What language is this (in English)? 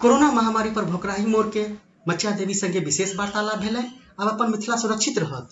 Maithili